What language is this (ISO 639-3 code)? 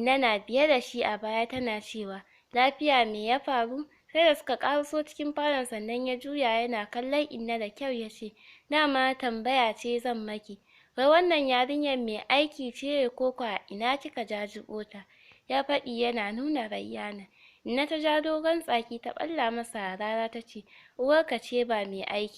hau